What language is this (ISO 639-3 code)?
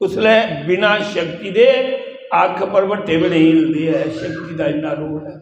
doi